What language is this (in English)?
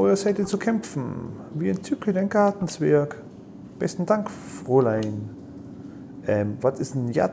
German